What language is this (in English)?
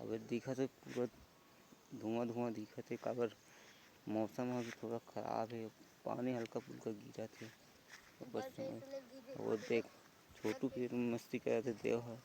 Chhattisgarhi